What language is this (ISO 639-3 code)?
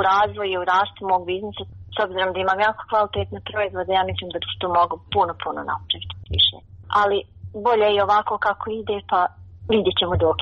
hrv